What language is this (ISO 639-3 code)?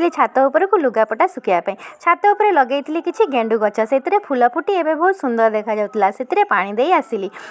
ori